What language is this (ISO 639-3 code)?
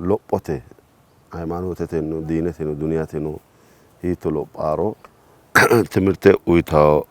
sid